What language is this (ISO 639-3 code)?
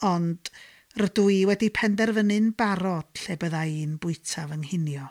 cym